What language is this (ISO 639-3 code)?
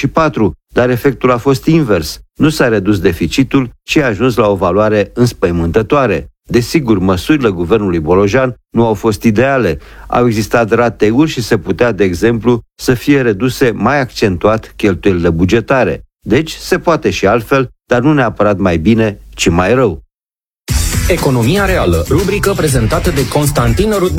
ron